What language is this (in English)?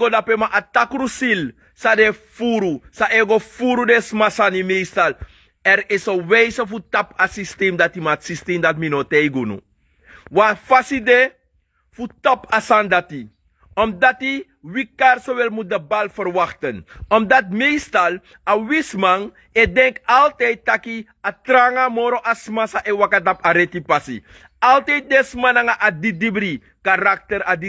Sranan Tongo